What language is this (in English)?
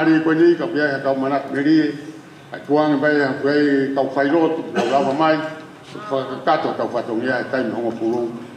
Tongan